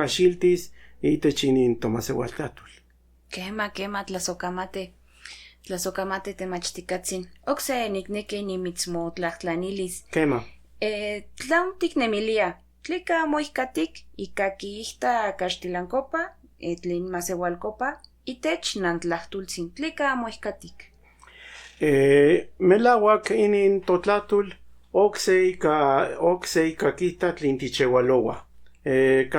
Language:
Central Nahuatl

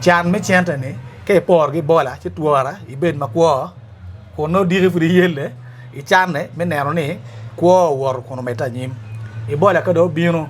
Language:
Acoli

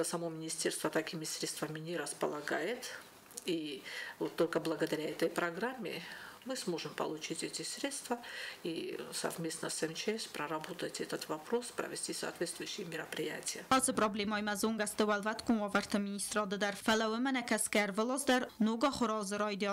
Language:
Ossetic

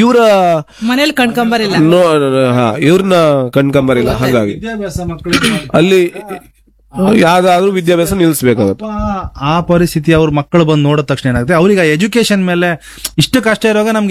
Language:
Kannada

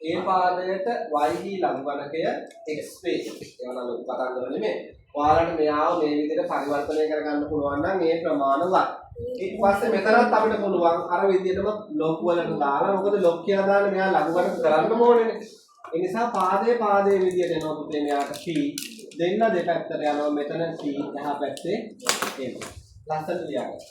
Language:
Sinhala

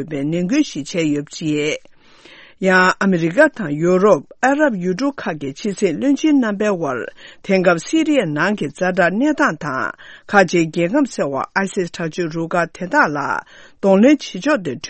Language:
Tibetan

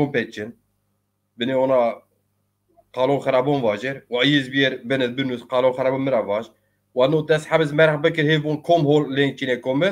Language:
Zaza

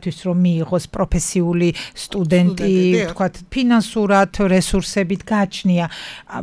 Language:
Georgian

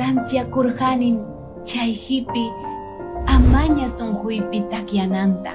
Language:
Ayacucho Quechua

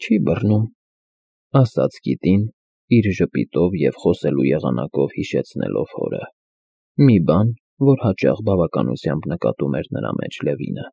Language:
Armenian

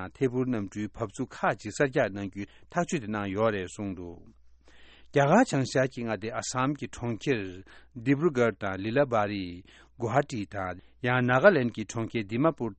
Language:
Tibetan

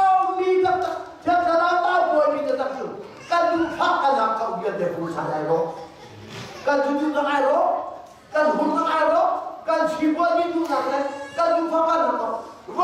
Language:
Hakha Chin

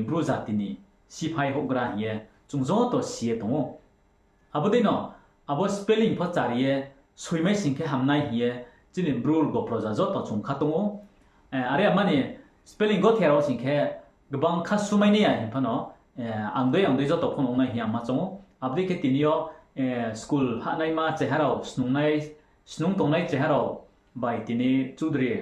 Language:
Riang (India)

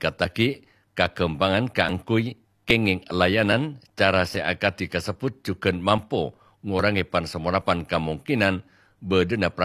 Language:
Madurese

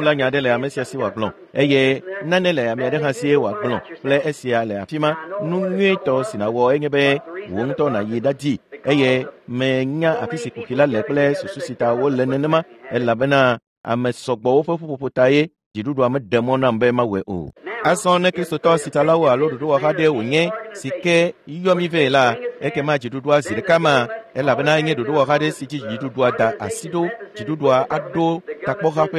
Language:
Ewe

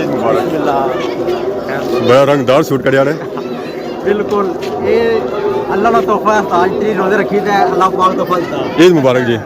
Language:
Pahari-Potwari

